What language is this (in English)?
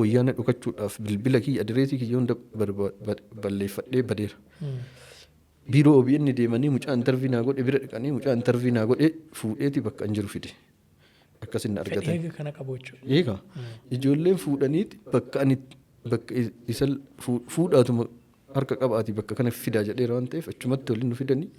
Oromo